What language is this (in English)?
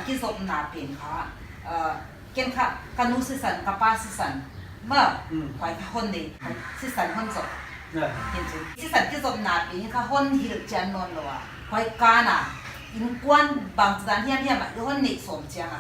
Paite Chin